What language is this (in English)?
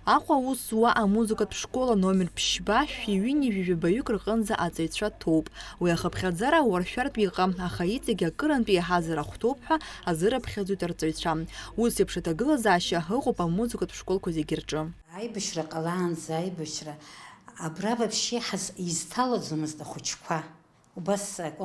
Abkhazian